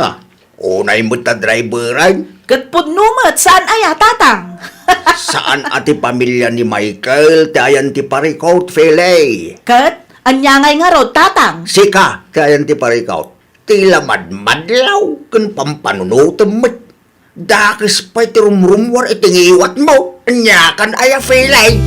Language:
Iloko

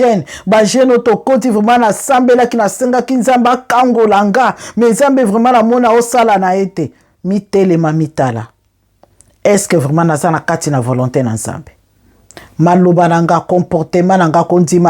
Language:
Lingala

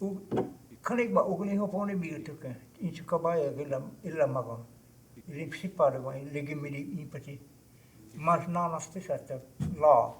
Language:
Choctaw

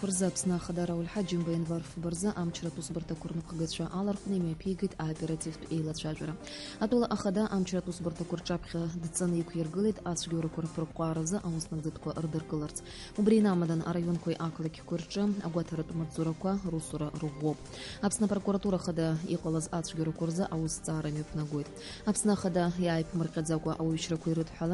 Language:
Abkhazian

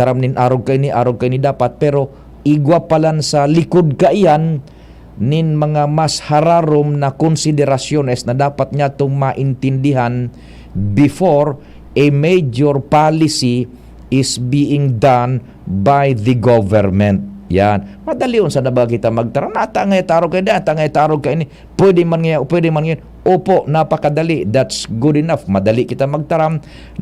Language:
Bikol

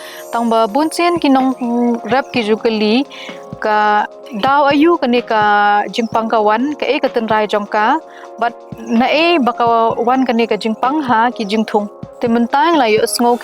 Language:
Khasi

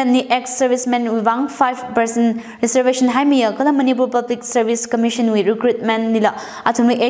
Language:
Tangkhul Naga (India)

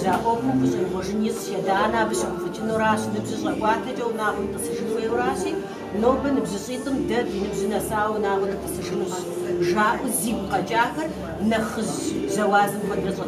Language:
Kabardian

